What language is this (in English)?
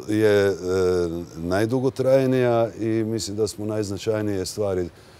Croatian